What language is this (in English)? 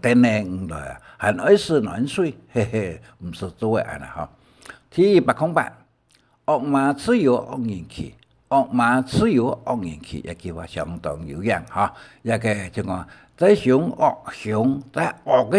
Hakka Chinese